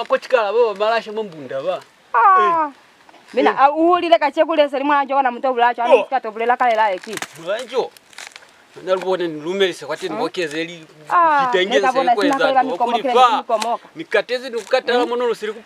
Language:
Lozi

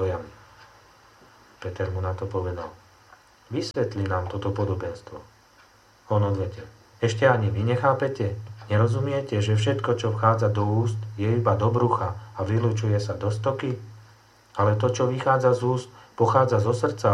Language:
Slovak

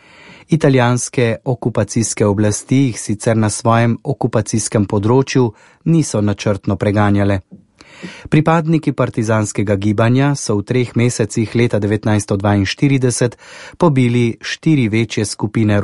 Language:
Slovenian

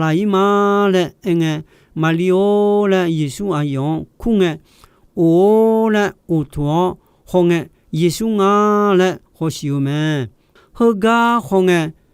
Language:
Akha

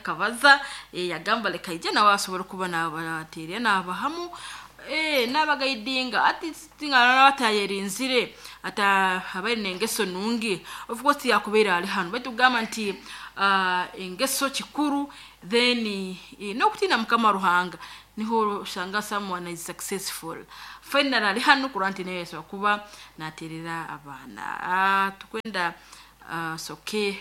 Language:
Nyoro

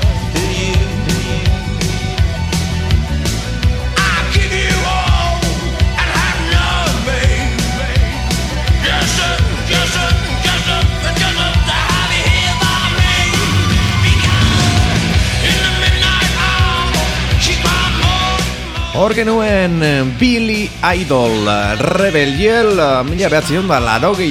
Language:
Basque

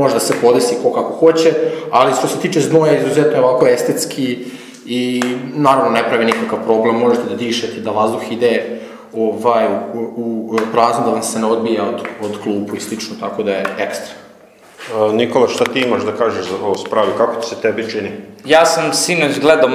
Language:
Serbian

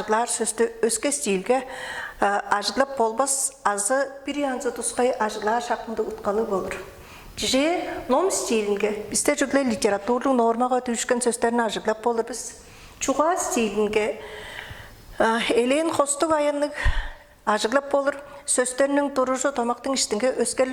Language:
Tuvinian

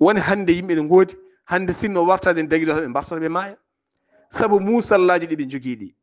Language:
Fula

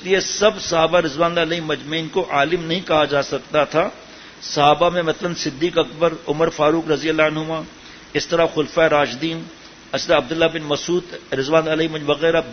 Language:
Urdu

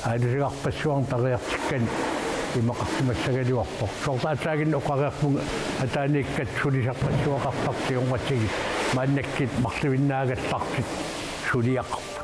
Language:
Kalaallisut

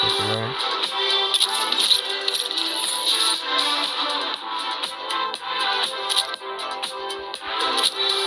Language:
Romanian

